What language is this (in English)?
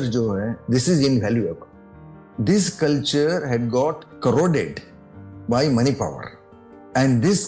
Hindi